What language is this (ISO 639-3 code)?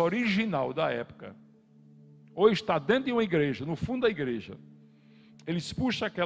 por